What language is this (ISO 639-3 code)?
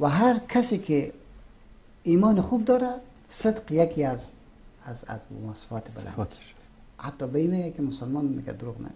fas